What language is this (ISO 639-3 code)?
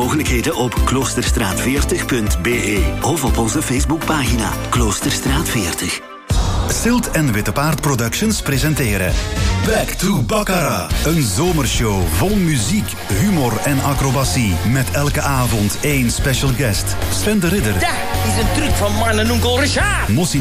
nld